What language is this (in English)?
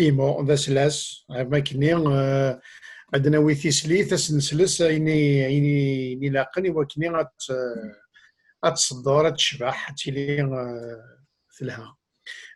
Kabyle